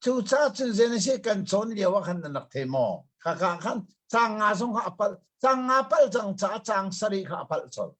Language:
Hakha Chin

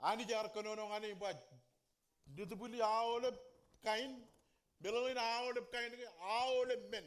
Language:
Marshallese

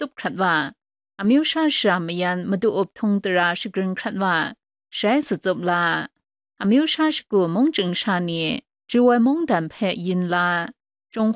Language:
Kachin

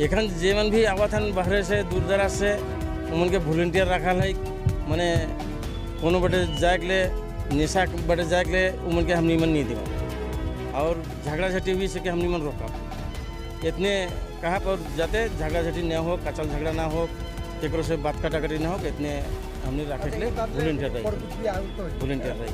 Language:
Sadri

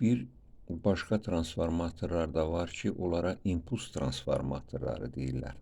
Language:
Azerbaijani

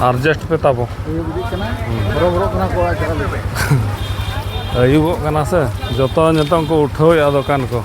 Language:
Santali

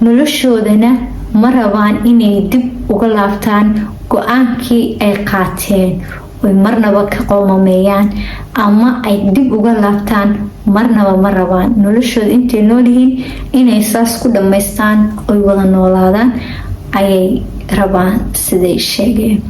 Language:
Somali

